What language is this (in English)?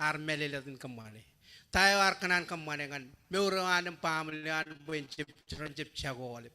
Marshallese